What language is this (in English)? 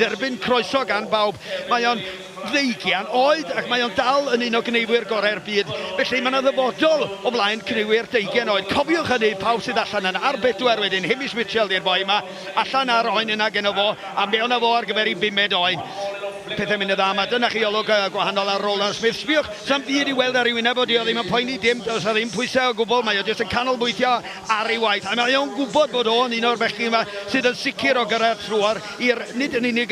Welsh